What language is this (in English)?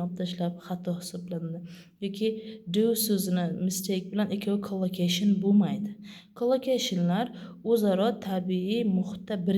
Uzbek